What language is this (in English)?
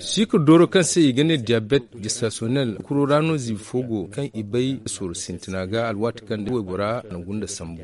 Zarma